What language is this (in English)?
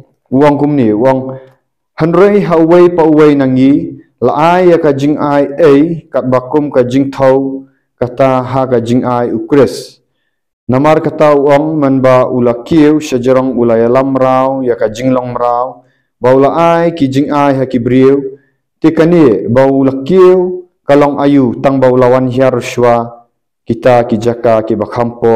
Khasi